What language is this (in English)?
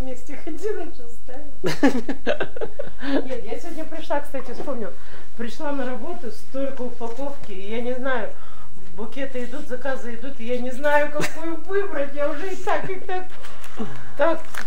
Russian